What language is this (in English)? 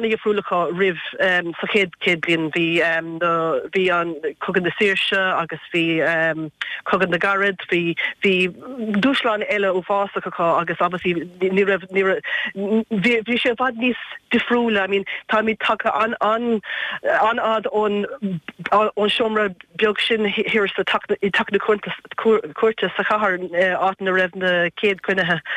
Irish